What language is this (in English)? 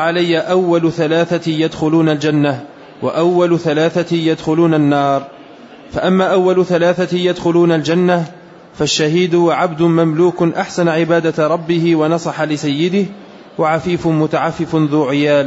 Arabic